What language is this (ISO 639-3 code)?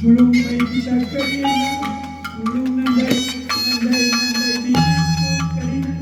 btx